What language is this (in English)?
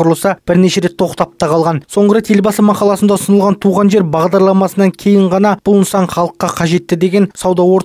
Kazakh